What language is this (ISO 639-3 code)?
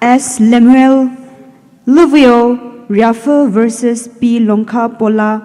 pmx